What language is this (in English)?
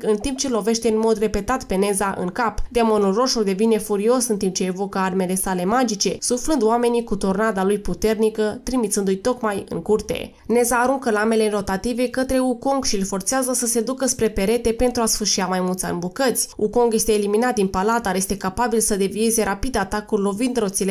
Romanian